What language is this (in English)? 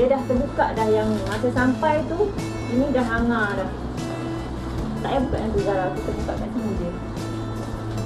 Malay